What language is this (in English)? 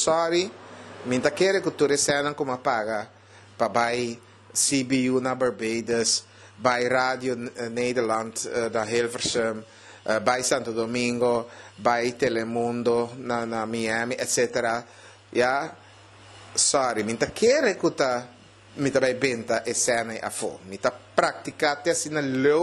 Papiamento